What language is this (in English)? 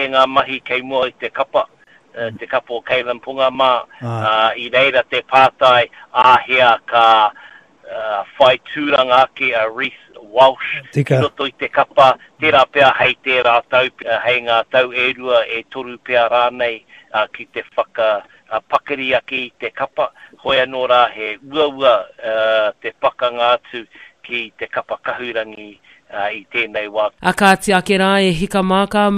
Māori